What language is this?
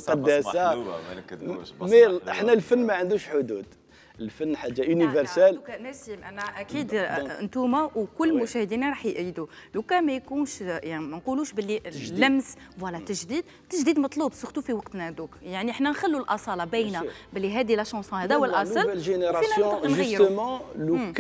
Algerian Arabic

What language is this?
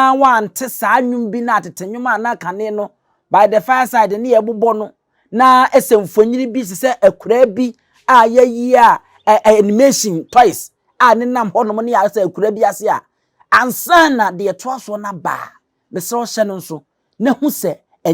Akan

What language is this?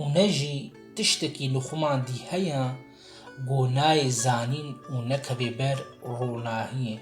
Kurdish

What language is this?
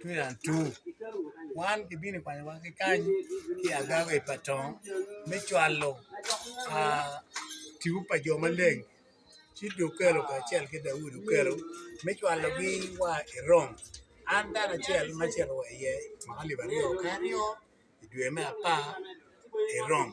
Acoli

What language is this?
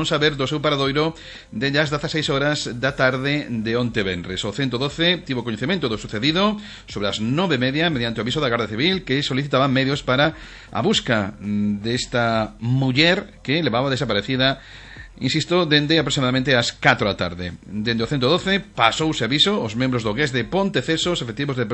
Galician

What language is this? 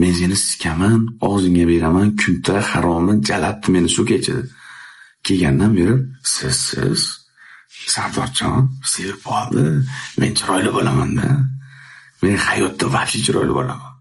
Uzbek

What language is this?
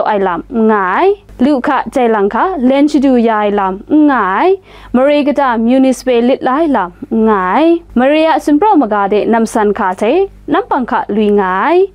Kachin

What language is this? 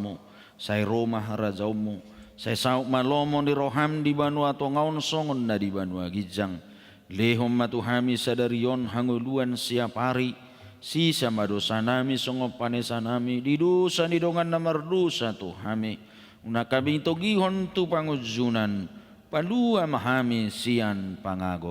Batak Toba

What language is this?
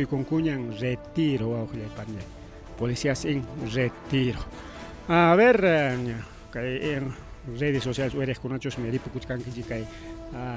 Ayacucho Quechua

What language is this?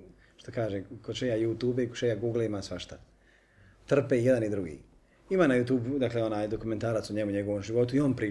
Bosnian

